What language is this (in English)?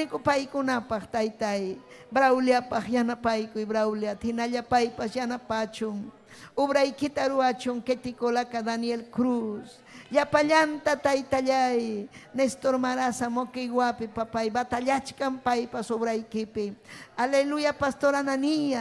Ayacucho Quechua